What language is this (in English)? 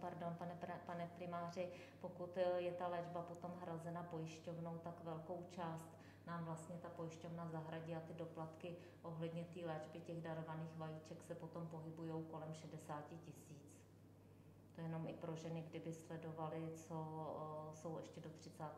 Czech